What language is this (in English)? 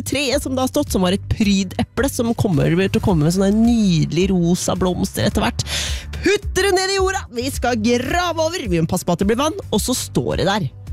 Norwegian